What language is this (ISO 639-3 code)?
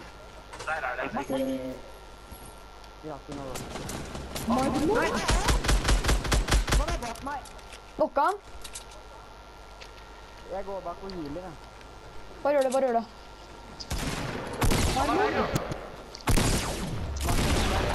nor